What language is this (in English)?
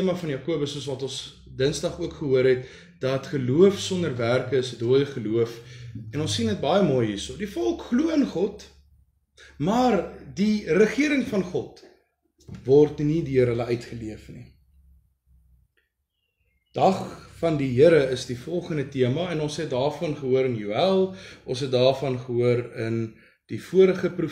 Afrikaans